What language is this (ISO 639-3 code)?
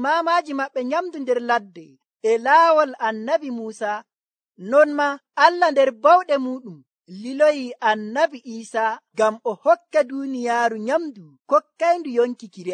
fuv